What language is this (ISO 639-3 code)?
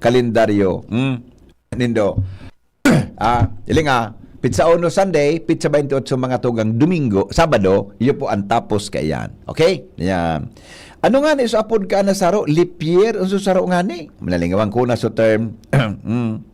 bik